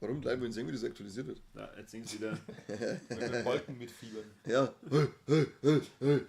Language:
Bavarian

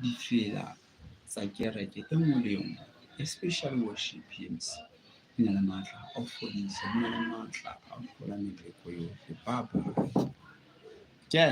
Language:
Southern Sotho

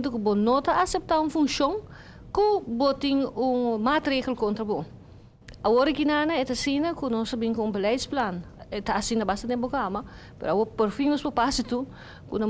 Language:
Papiamento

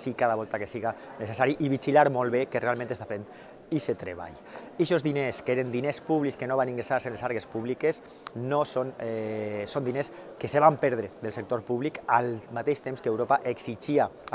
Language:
Catalan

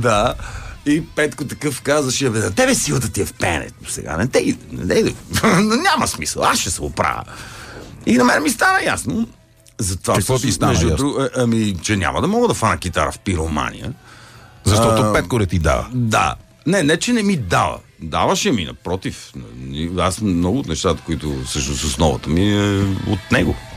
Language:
Bulgarian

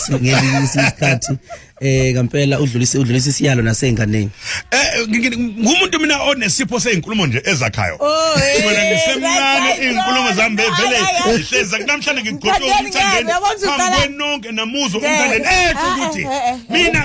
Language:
Zulu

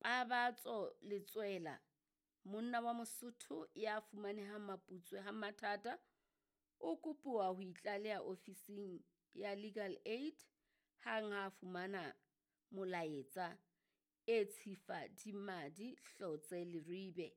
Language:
Southern Sotho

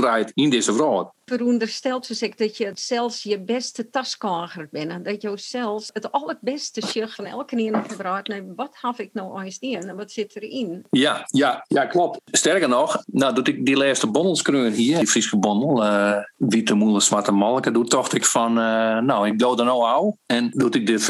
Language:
Western Frisian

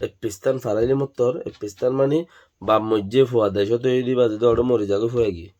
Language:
Rohingya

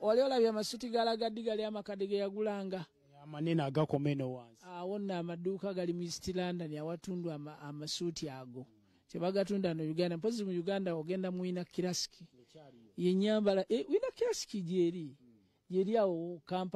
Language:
Ganda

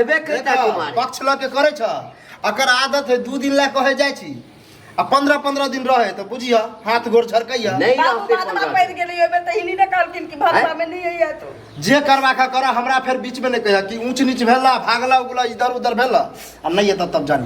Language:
Maithili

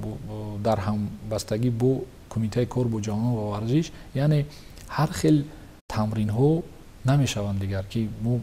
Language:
Tajik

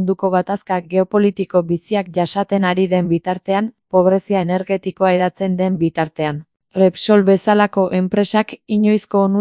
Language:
Basque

